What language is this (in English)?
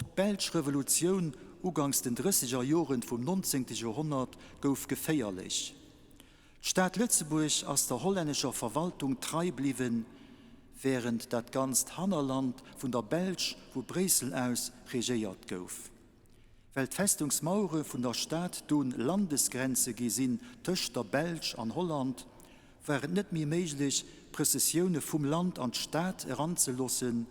Luxembourgish